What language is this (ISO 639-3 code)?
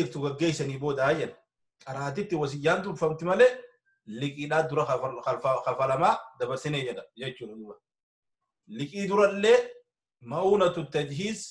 orm